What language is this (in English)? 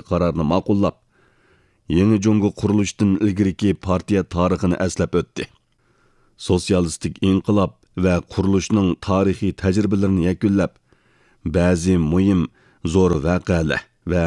Uyghur